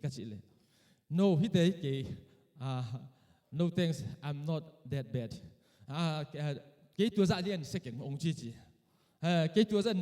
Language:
Tedim Chin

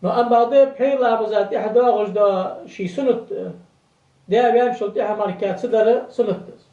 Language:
Ingush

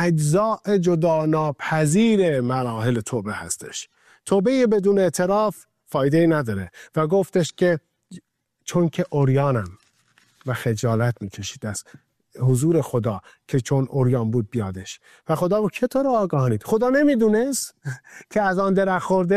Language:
Persian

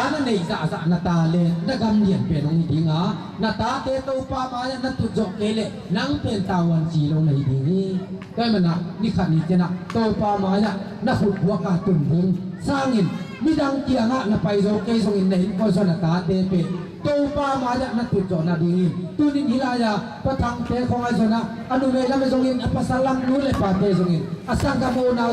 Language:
Tedim Chin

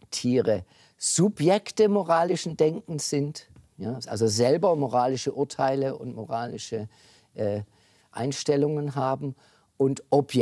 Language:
German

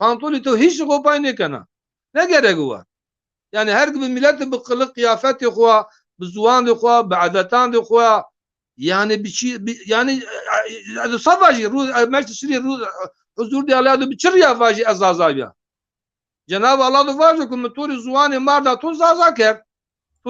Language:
Zaza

